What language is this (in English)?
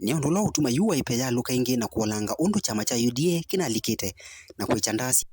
Kamba